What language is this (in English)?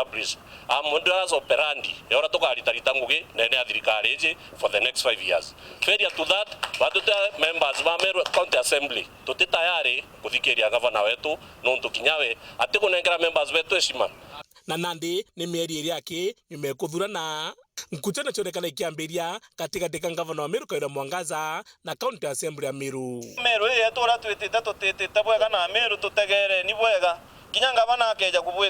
Meru